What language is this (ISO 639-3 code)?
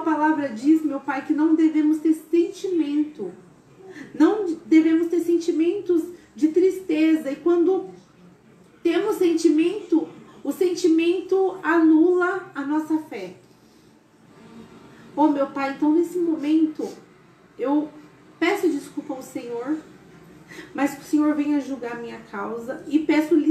por